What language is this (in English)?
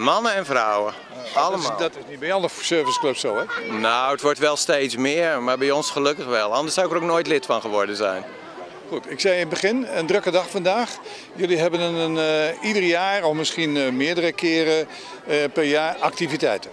Dutch